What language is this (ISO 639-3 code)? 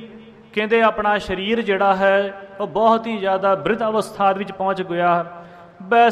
pan